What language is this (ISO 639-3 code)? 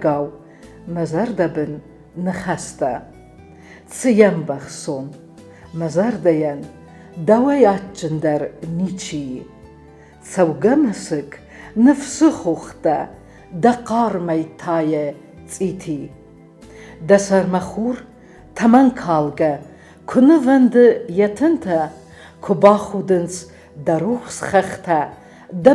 oss